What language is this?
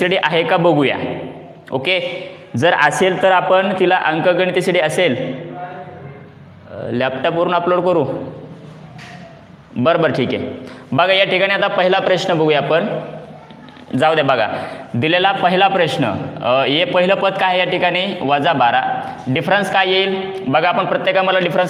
Marathi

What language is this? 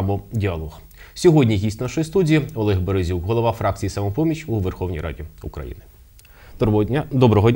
Ukrainian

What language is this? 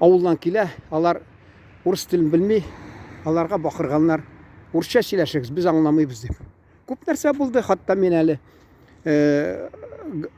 Tatar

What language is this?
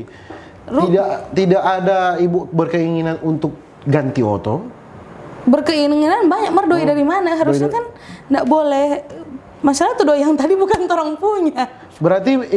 Manado Malay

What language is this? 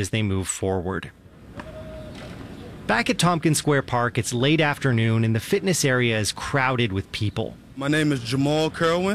English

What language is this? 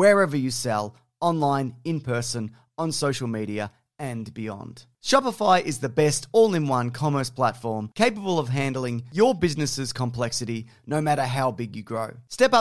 English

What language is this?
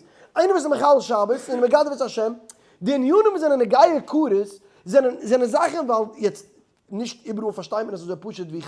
Yiddish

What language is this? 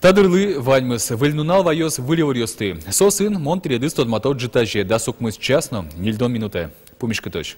Udmurt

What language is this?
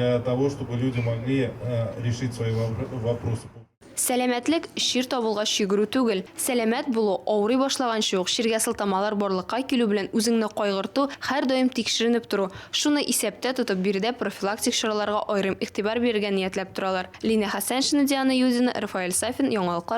Tatar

